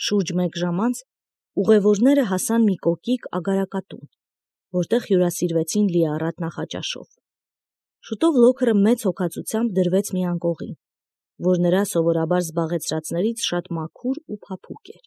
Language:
Armenian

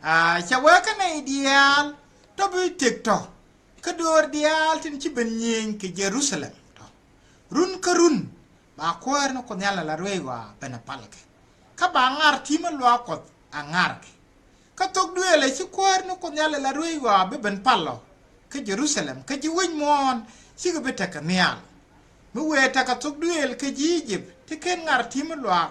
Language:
Nuer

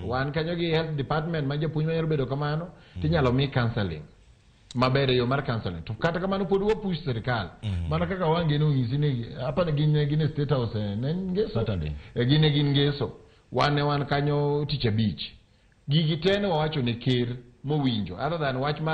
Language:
Luo (Kenya and Tanzania)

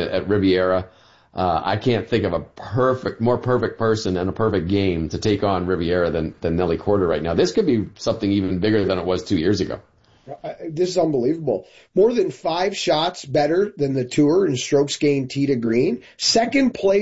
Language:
English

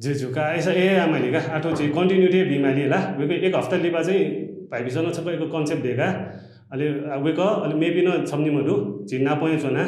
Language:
Newari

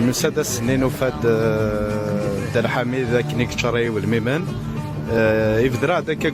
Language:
Kabyle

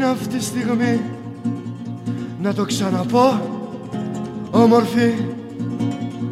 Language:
Greek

